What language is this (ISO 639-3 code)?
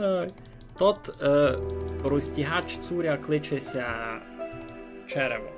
rue